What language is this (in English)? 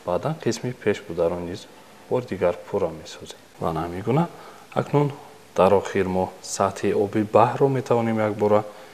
Tajik